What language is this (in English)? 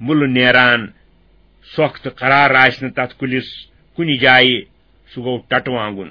Kashmiri